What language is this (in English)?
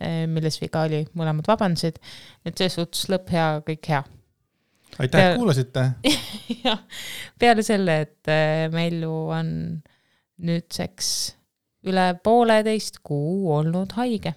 Estonian